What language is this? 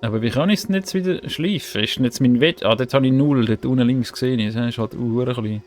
Swiss German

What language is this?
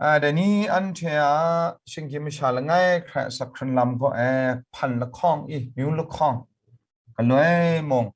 Kachin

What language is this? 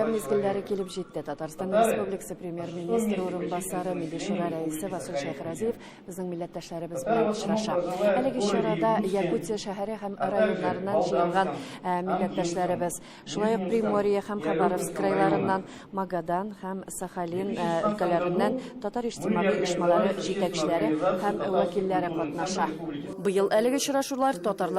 Tatar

